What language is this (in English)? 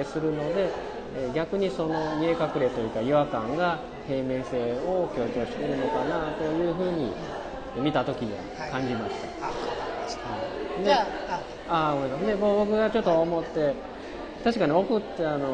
Japanese